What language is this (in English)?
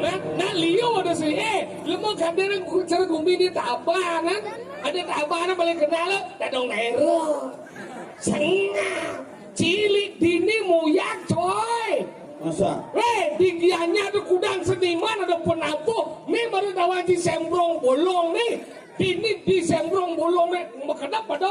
Balinese